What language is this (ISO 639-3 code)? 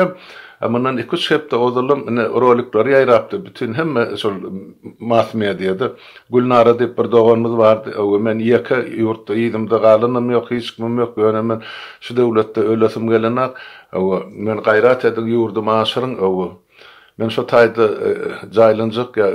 tuk